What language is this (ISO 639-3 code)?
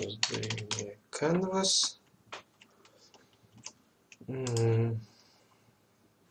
ukr